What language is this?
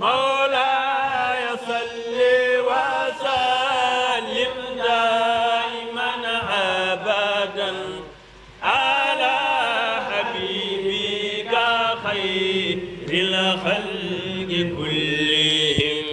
Fula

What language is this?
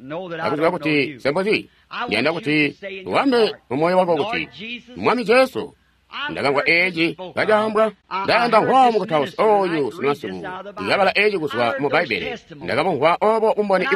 Tonga (Zambia)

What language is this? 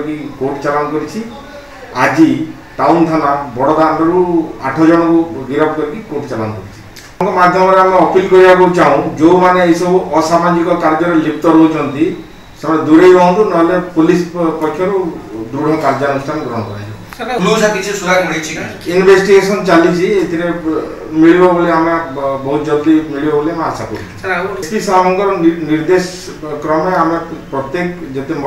Odia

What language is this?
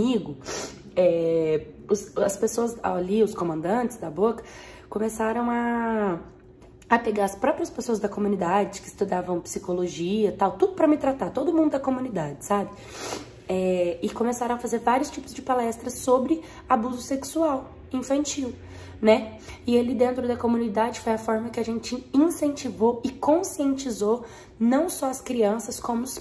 Portuguese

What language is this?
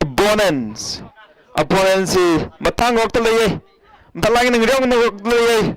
Tangkhul Naga (India)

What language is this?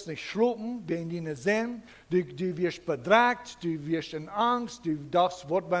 Plautdietsch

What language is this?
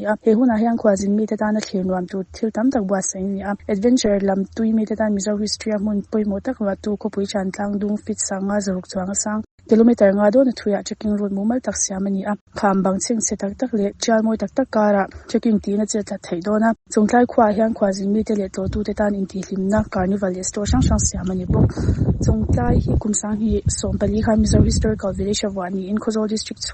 Mizo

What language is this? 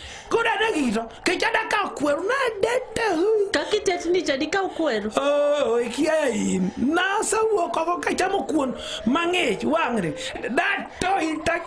Luo (Kenya and Tanzania)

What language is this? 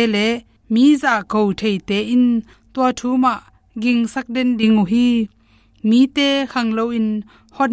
Tedim Chin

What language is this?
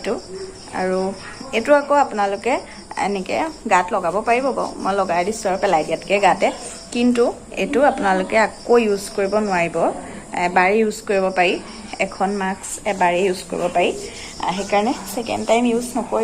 Assamese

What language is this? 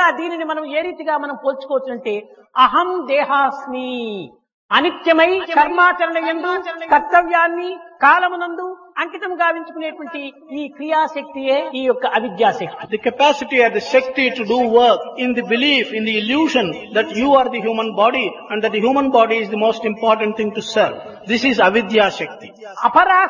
Telugu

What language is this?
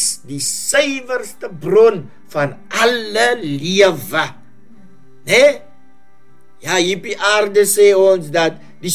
Afrikaans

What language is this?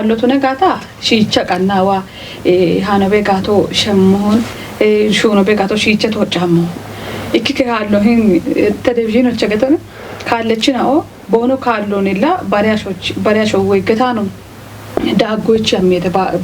Kafa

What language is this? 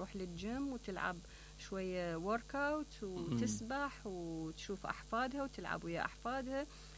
Mesopotamian Arabic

